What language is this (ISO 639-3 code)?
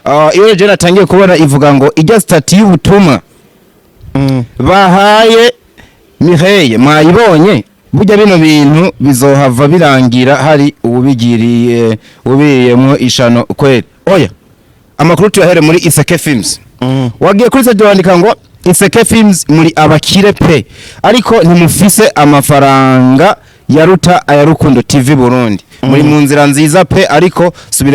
run